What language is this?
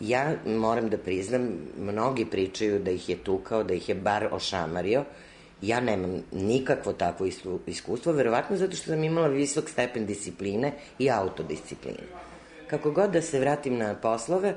Serbian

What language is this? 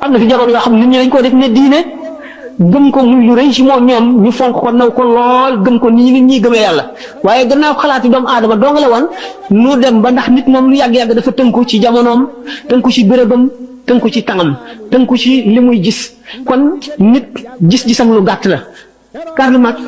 Wolof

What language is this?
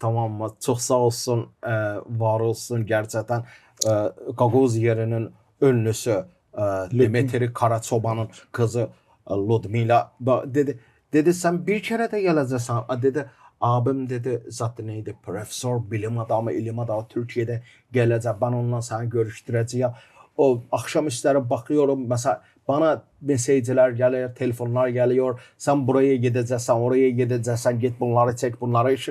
Gagauz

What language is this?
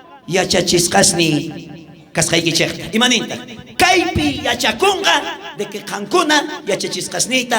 South Bolivian Quechua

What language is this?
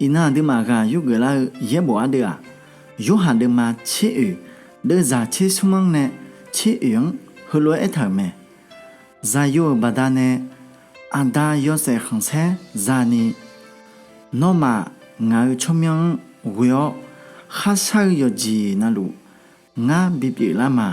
Akha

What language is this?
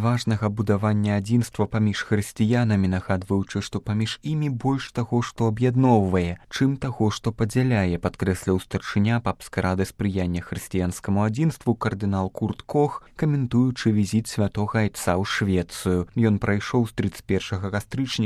Belarusian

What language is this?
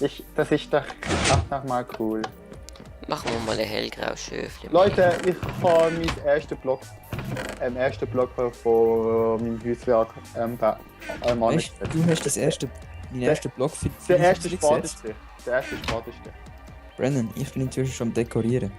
Swiss German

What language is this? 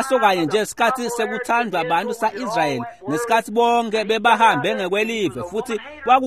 Swati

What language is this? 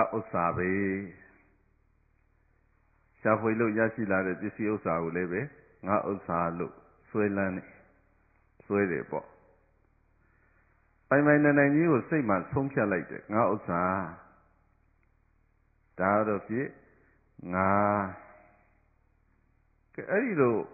Burmese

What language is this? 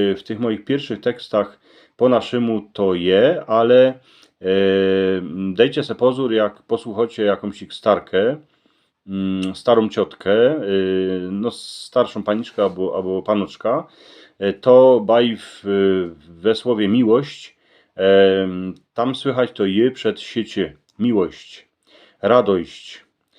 Silesian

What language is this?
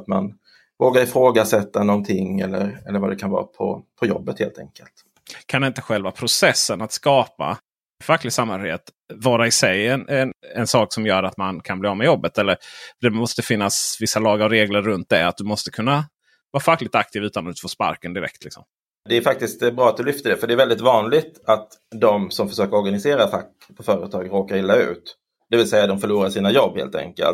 Swedish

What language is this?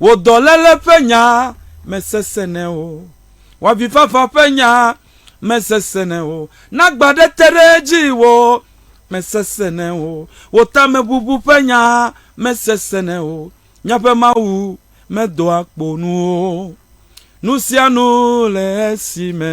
Ewe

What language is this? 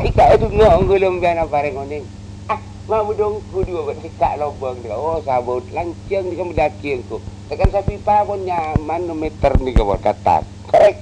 Madurese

